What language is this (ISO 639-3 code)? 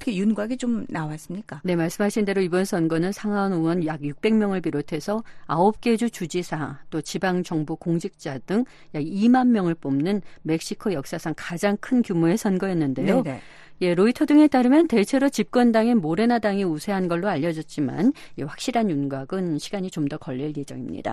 kor